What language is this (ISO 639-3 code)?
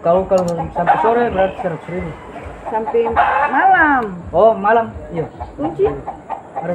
abs